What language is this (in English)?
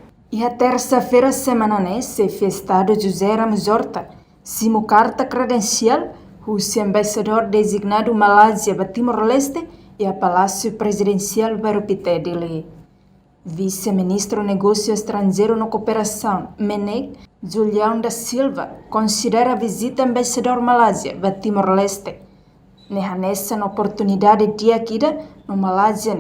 Tetum